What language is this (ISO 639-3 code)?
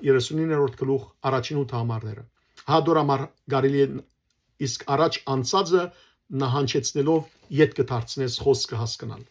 hyw